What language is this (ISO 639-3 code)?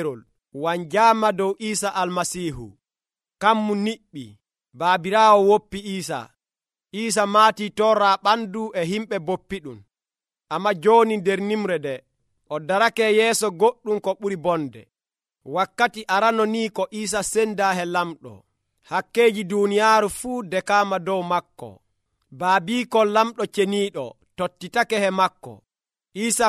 fuv